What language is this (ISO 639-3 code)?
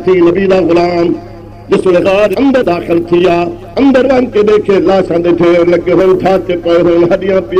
skr